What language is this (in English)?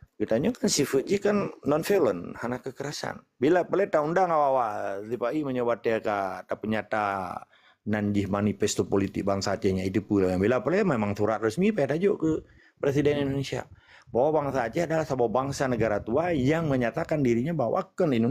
Achinese